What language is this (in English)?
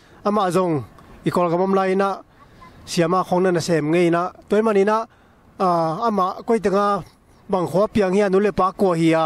Tedim Chin